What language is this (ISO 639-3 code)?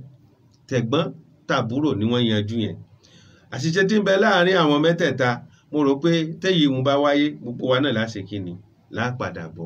yor